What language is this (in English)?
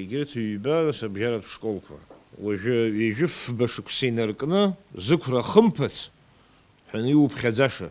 Abkhazian